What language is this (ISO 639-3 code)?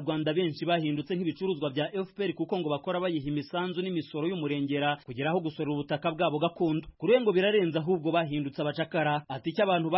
kin